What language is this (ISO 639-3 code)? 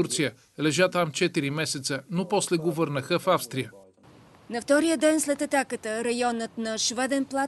bul